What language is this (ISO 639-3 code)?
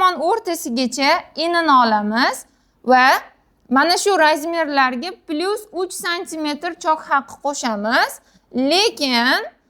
uzb